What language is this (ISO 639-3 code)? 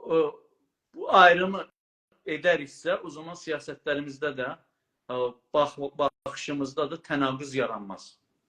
azb